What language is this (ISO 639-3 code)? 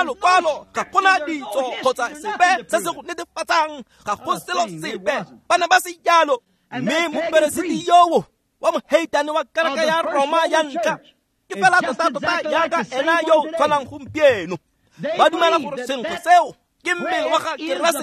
tsn